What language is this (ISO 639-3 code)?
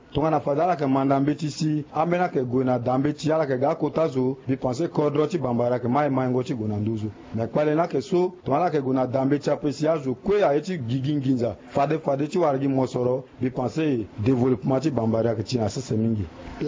sag